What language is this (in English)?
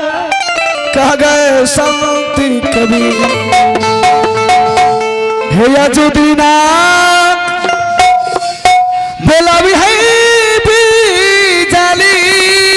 Hindi